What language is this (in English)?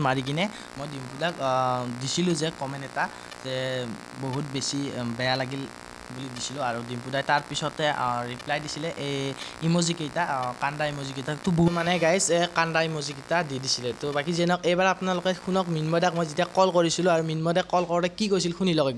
Assamese